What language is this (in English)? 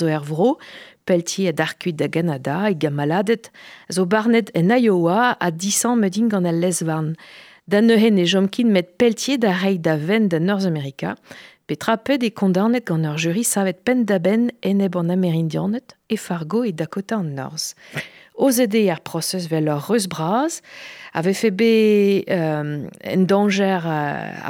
Breton